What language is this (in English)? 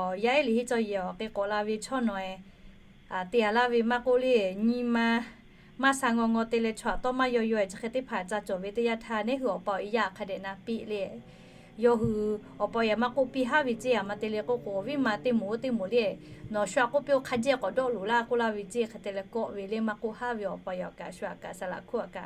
Lahu